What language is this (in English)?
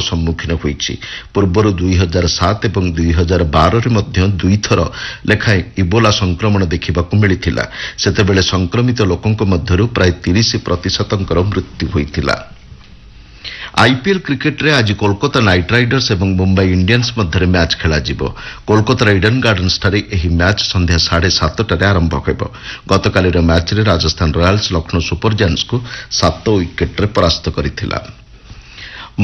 Odia